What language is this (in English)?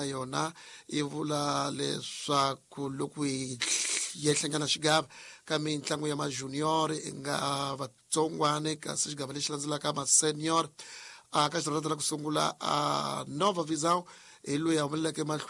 Tsonga